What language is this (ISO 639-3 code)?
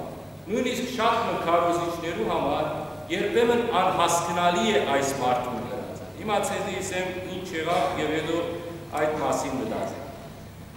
hyw